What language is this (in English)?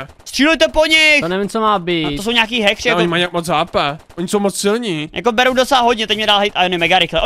Czech